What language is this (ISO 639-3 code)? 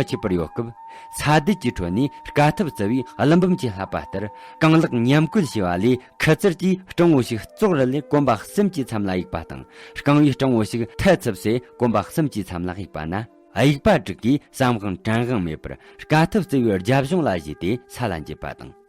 bod